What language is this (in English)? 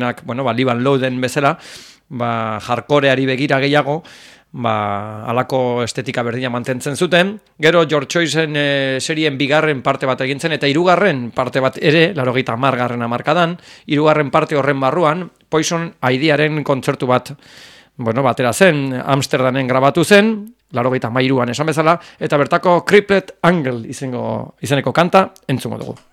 Basque